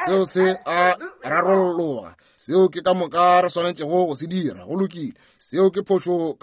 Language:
Northern Sotho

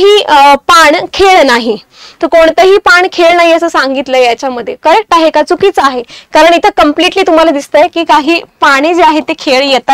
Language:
Marathi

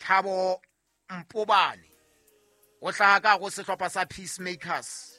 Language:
Southern Sotho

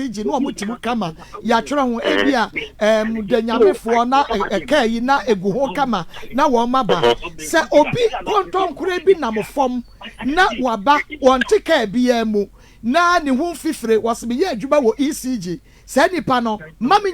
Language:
Akan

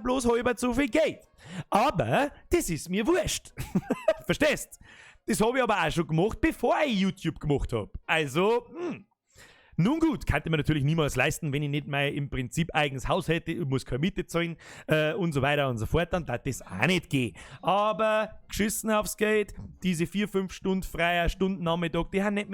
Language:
Bavarian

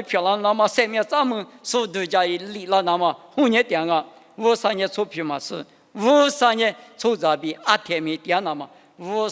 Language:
Lisu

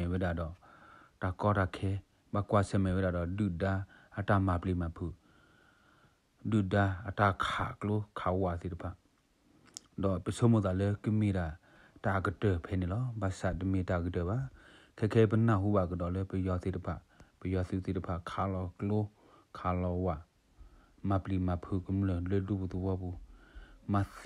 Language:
S'gaw Karen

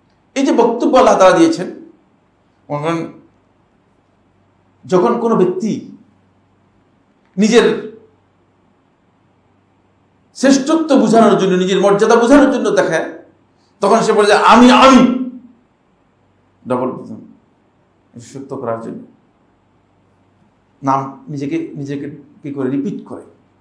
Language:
Bangla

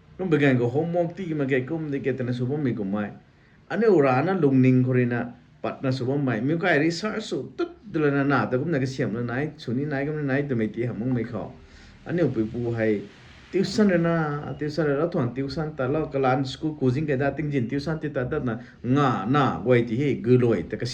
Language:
Rongmei Naga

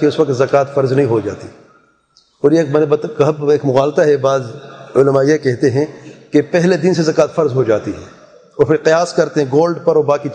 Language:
Urdu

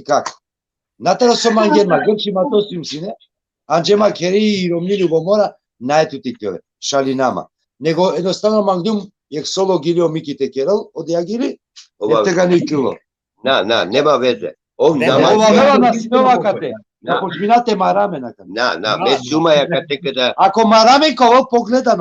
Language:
Balkan Romani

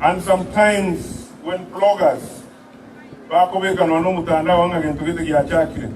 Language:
Gusii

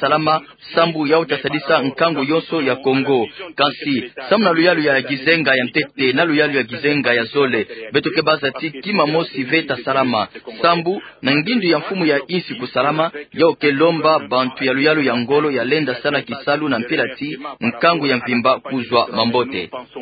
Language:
Kituba (Democratic Republic of Congo)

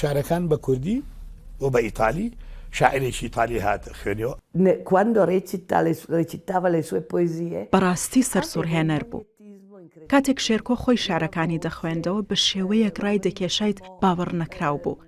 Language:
Central Kurdish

